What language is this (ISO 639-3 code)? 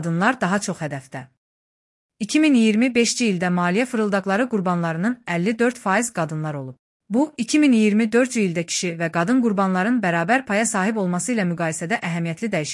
aze